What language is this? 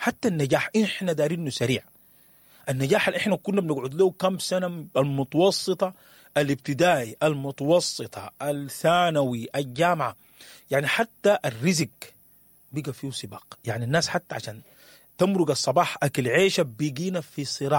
Sudanese Arabic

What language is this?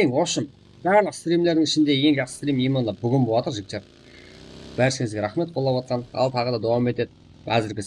Kara-Kalpak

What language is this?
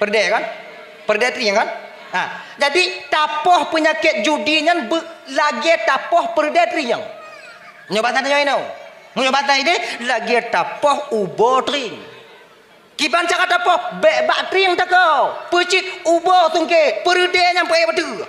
Achinese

